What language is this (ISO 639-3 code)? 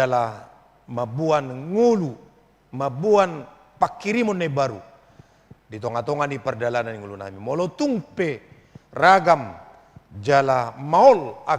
bbc